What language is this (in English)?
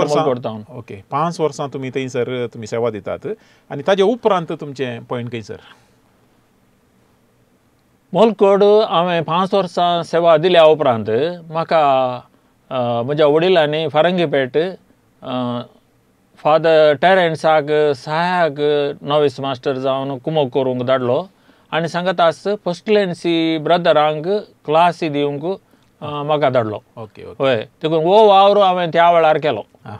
Konkani